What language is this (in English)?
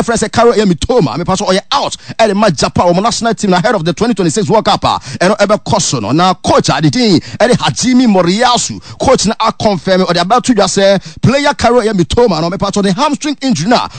Akan